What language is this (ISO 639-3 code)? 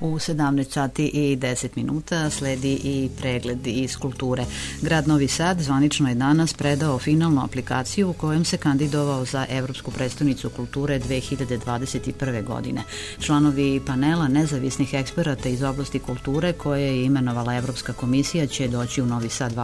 srp